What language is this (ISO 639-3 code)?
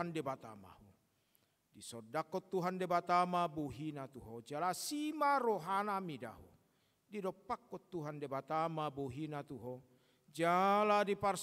bbc